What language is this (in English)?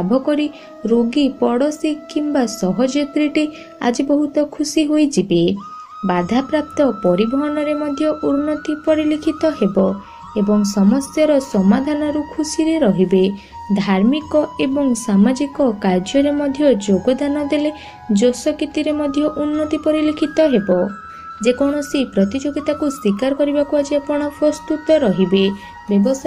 Odia